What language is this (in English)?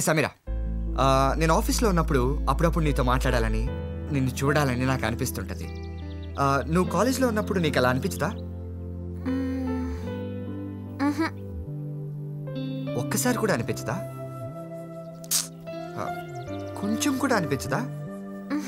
Telugu